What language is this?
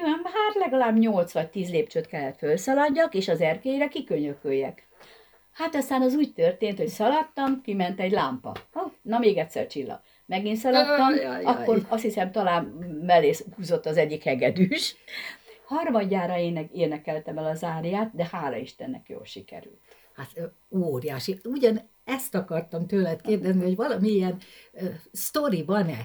Hungarian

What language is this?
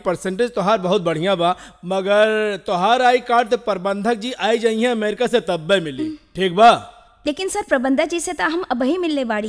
Bhojpuri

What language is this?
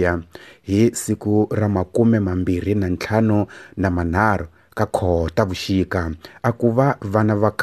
Tsonga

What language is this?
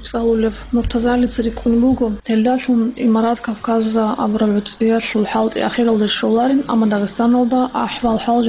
Avaric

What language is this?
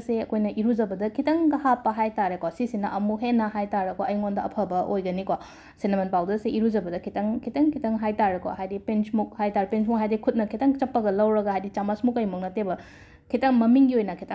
Manipuri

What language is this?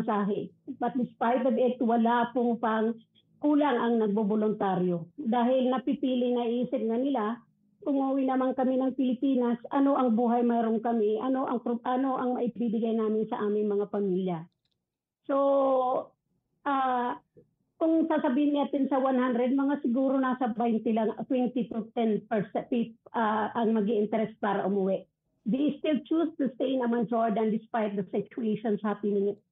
Filipino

